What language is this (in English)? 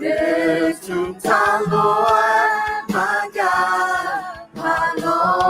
Akha